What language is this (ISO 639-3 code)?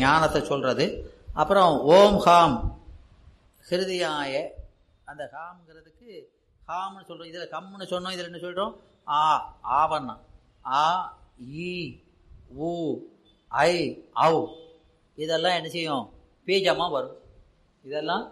tam